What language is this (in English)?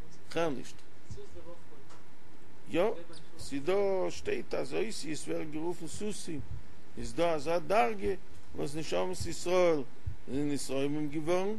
Yiddish